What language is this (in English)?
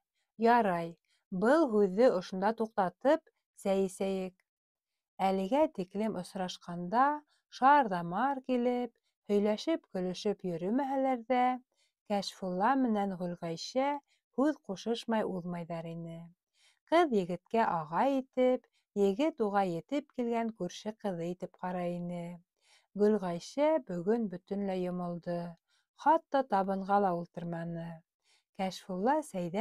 Bashkir